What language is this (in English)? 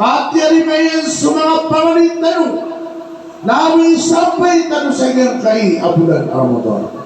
Maranao